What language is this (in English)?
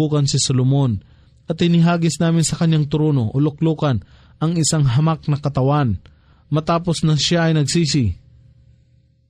Filipino